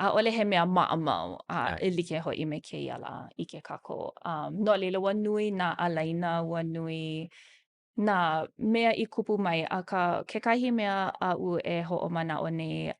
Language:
Hawaiian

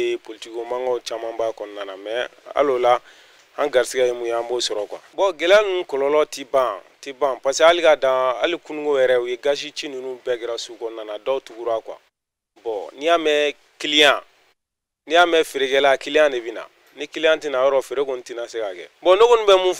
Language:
Bambara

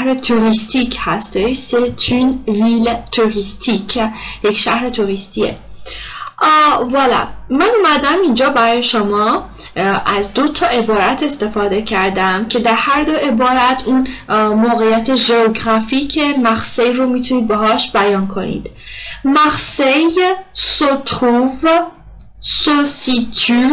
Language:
Persian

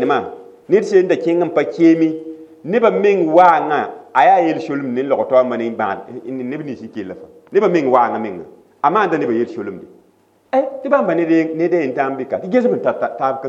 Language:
Mossi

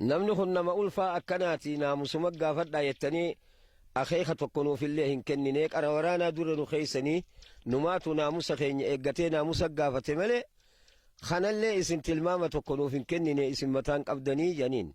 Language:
Oromo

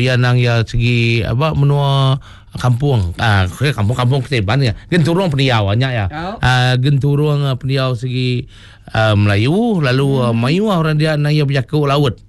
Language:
Iban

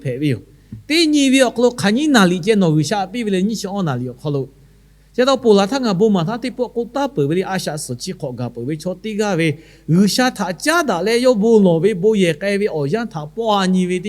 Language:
Lahu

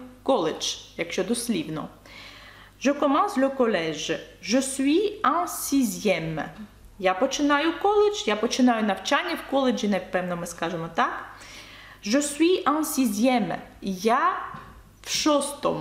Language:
Ukrainian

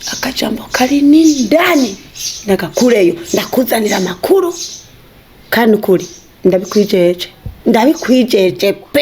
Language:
Rundi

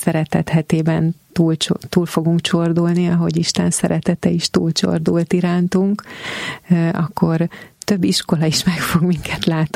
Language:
Hungarian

